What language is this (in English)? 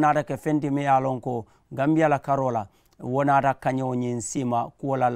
Mandingo